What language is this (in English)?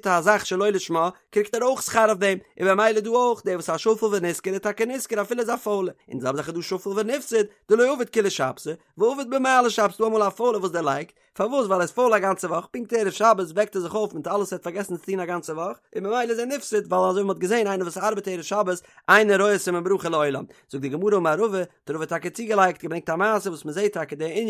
Yiddish